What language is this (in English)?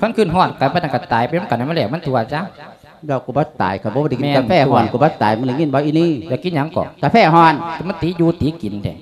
Lao